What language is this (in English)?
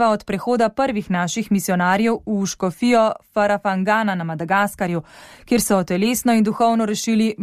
Slovenian